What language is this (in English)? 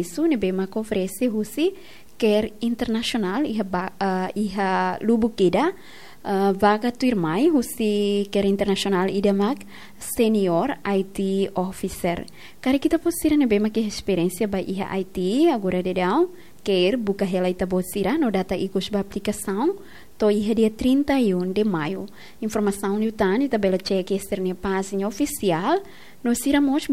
Tetum